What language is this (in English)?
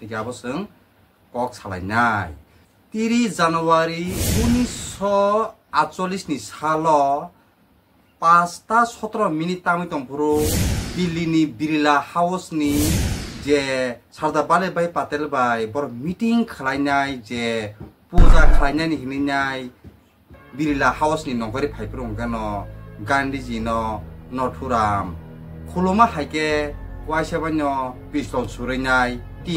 Kok Borok